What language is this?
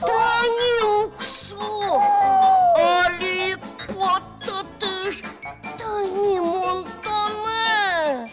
Udmurt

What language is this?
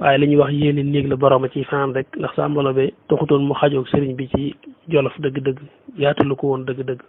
Wolof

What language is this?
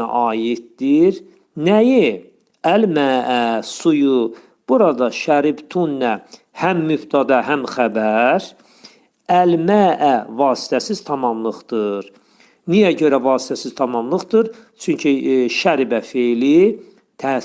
Azerbaijani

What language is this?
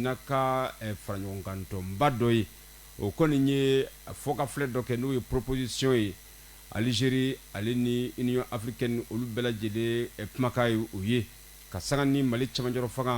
Bambara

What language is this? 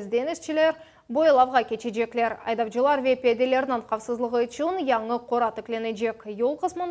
Crimean Tatar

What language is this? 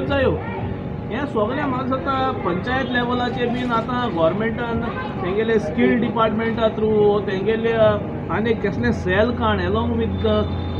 Konkani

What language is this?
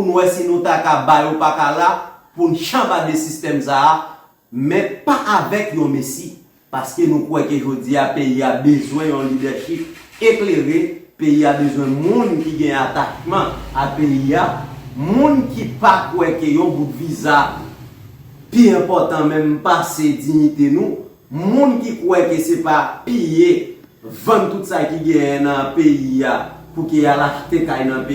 Haitian Creole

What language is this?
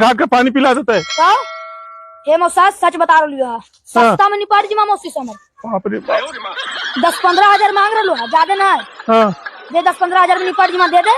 Magahi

